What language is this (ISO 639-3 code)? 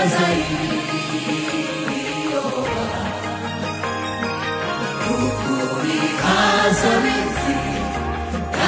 kin